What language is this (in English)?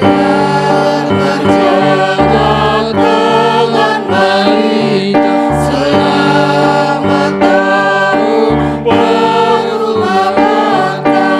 Batak Simalungun